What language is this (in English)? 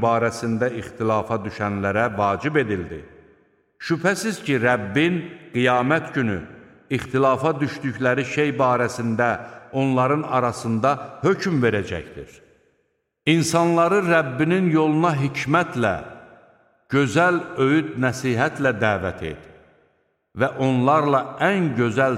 Azerbaijani